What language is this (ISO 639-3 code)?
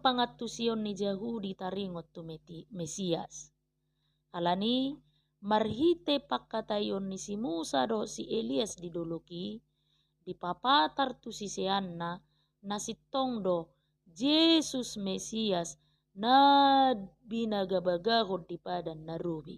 bbc